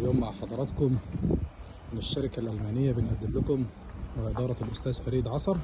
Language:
Egyptian Arabic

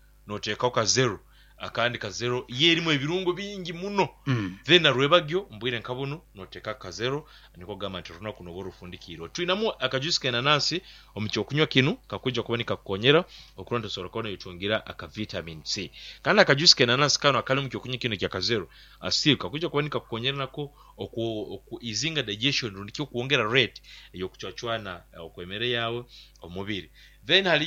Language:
Nyoro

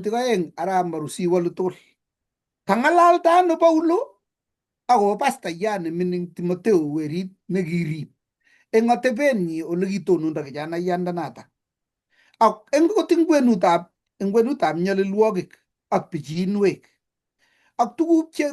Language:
Kalenjin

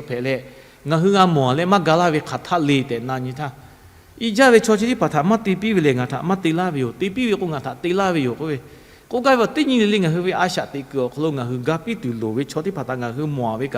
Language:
Lahu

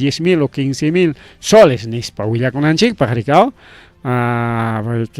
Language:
Ayacucho Quechua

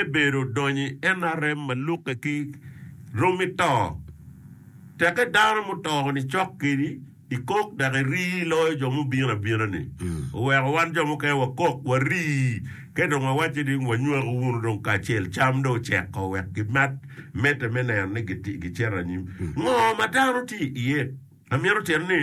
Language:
Acoli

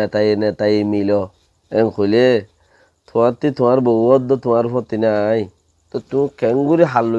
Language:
Rohingya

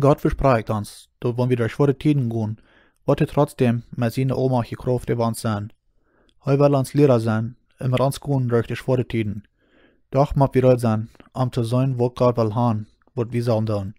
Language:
Plautdietsch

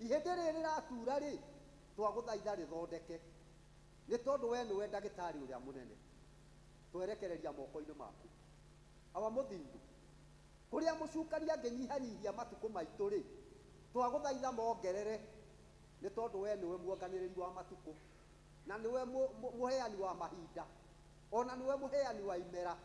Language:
Kikuyu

